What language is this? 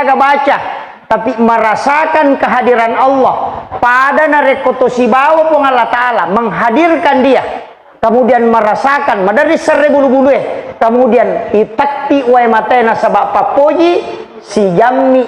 Buginese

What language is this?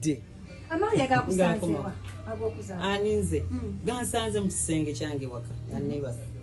Ganda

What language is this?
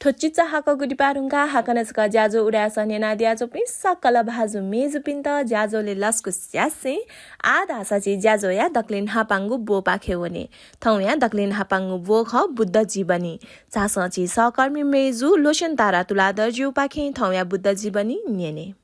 Newari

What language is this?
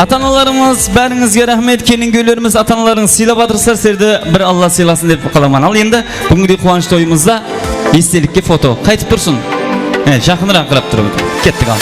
Kara-Kalpak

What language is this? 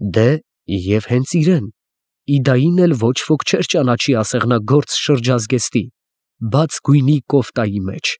Armenian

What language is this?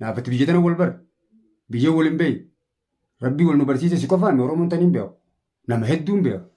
Oromo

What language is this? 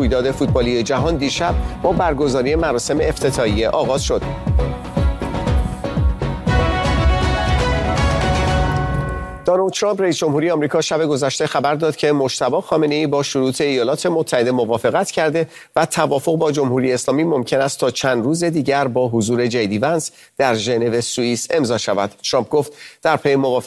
Persian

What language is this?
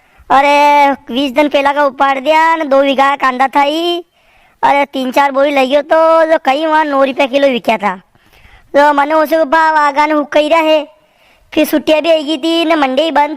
Rajasthani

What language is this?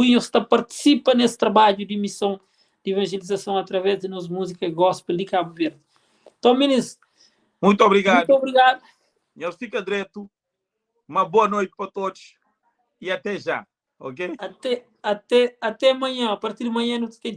Kabuverdianu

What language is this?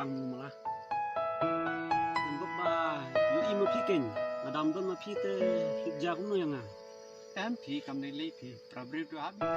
Khasi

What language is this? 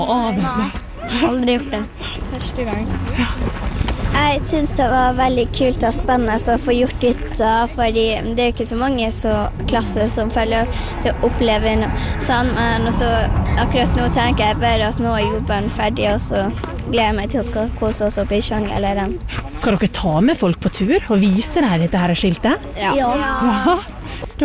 Norwegian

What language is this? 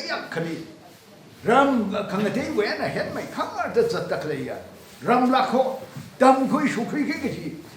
Tangkhul Naga (India)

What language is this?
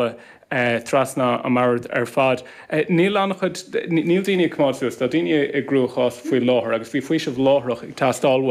Irish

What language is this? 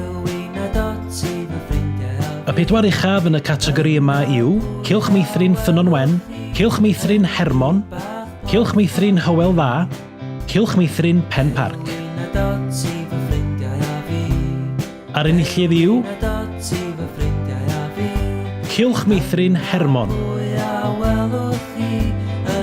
Welsh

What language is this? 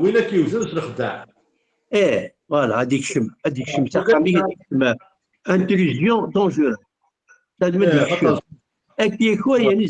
Kabyle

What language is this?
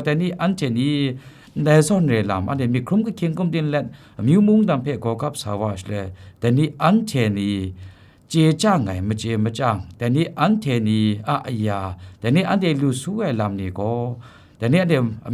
Kachin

